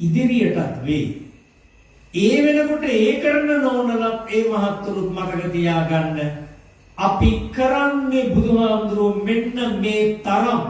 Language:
Sinhala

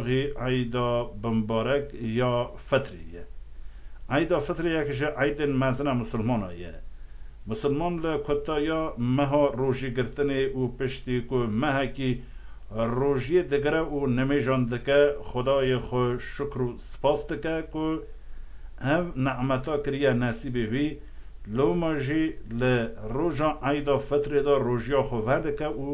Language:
Kurdish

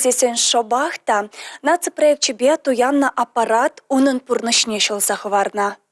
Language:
Chuvash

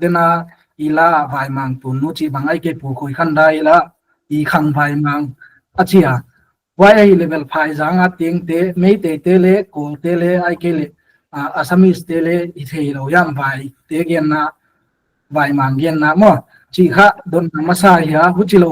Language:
Paite Chin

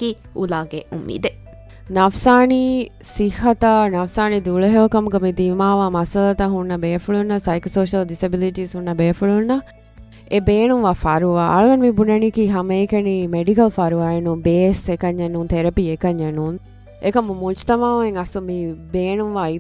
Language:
Divehi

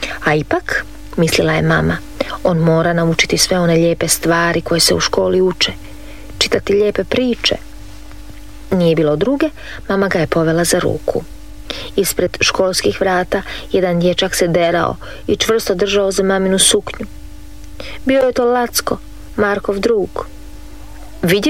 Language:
Croatian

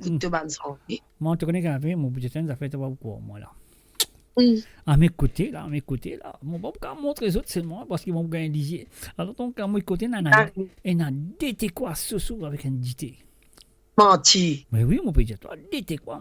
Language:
Morisyen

